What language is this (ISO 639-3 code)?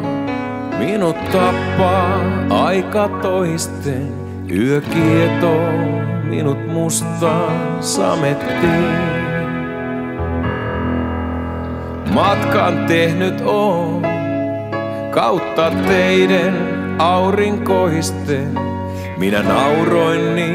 fin